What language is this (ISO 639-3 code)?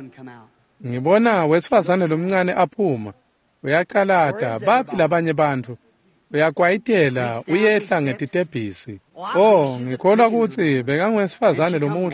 ssw